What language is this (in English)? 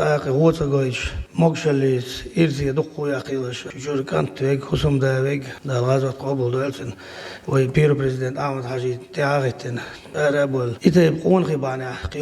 Chechen